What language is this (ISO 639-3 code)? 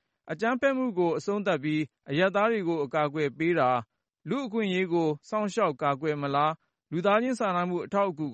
mya